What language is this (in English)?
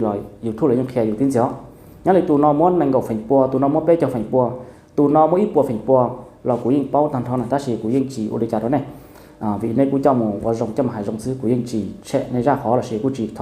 Hmong